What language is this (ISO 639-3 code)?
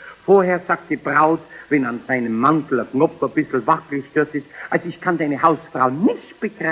bar